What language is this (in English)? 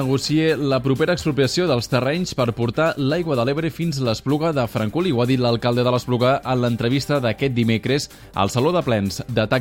Catalan